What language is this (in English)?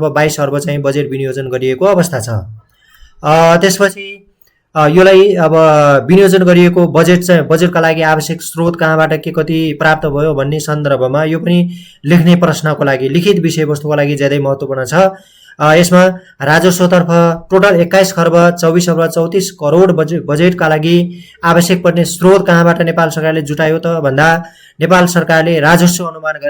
Nepali